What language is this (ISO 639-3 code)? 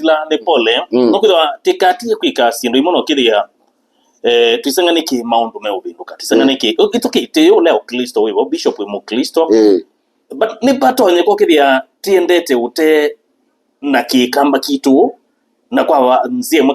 kam